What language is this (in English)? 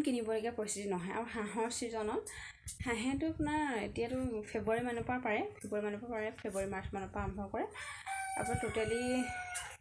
Assamese